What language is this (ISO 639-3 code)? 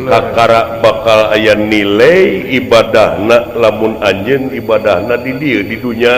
sun